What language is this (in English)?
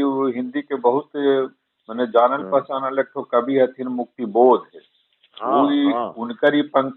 Magahi